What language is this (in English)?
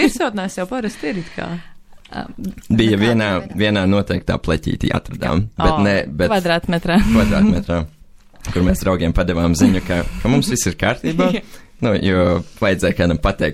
Latvian